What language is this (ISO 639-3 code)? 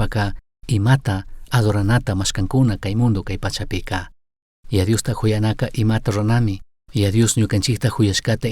qug